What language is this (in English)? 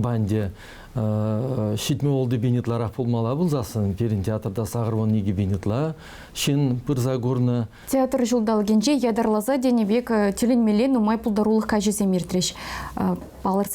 Chuvash